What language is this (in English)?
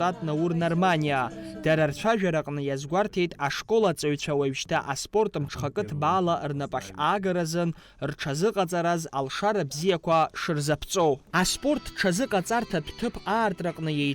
Abkhazian